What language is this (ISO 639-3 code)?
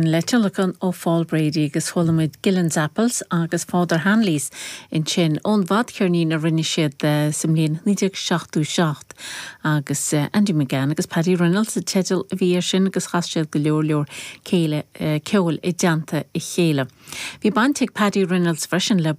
gle